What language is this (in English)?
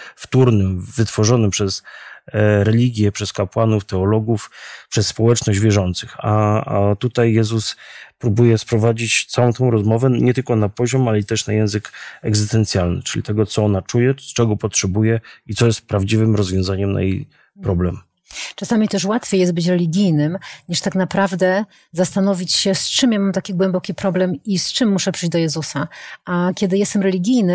Polish